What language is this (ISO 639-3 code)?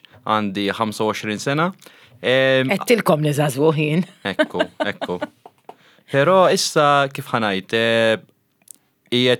mlt